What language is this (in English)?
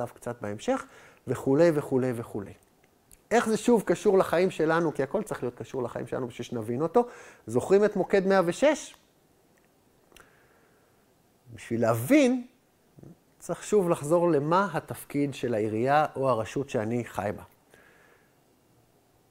Hebrew